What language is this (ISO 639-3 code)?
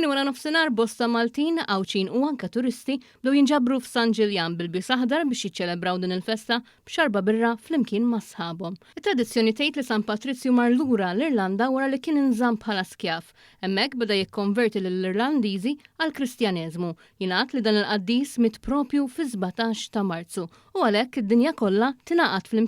mlt